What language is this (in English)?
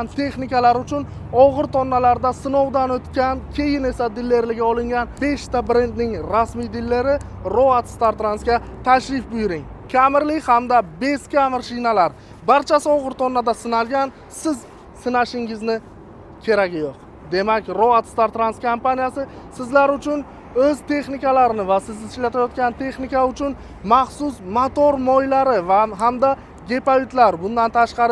Uzbek